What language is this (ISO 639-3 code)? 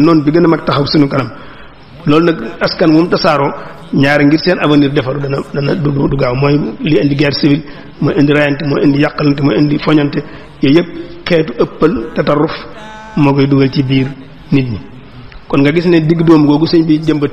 wol